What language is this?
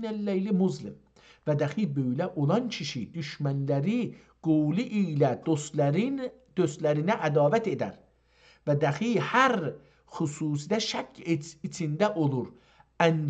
South Azerbaijani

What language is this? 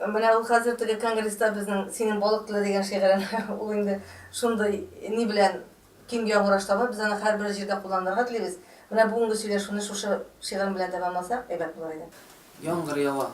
Tatar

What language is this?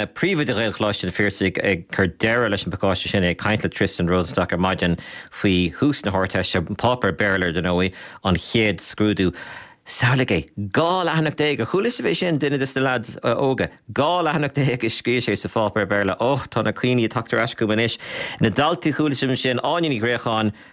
Irish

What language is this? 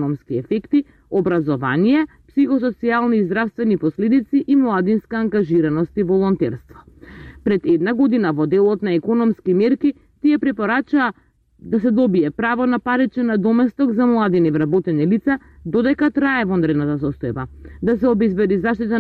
Macedonian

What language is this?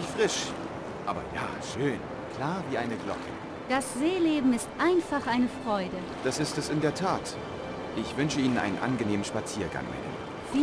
Bavarian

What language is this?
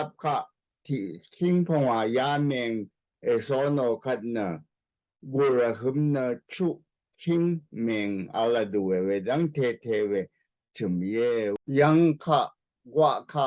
Rawang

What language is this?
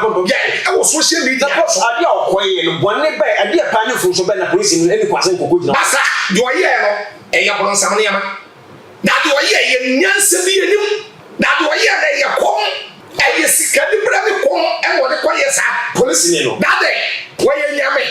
Akan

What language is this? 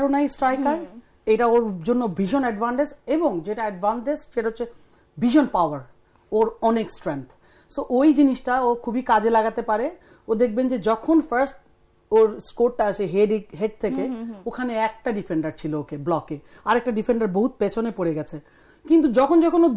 Bangla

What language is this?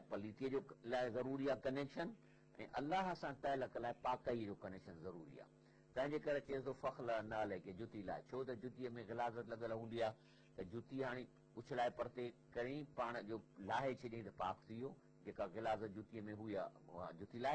Sindhi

